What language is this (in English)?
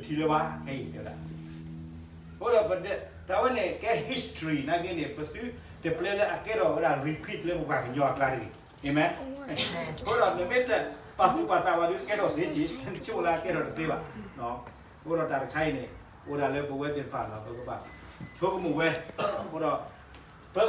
S'gaw Karen